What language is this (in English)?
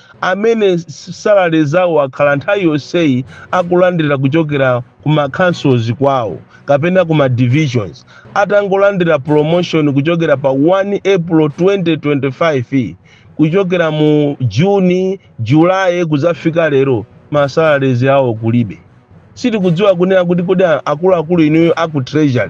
Nyanja